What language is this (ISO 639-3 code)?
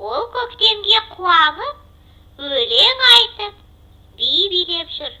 kaz